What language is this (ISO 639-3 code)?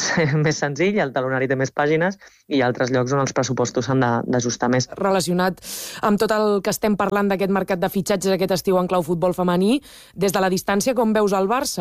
cat